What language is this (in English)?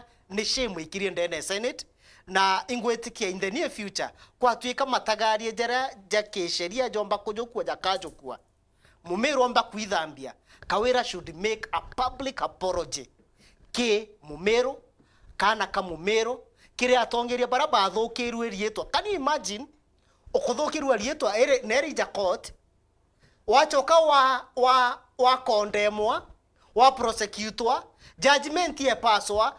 Meru